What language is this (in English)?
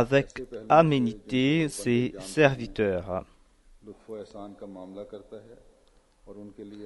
French